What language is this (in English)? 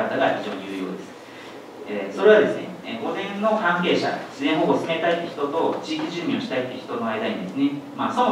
Japanese